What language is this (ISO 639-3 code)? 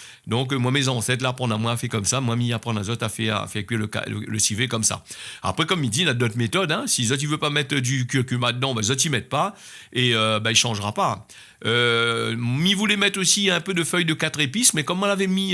rcf